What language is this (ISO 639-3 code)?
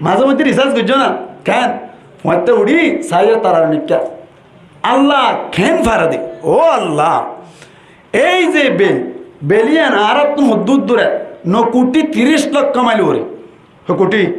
rhg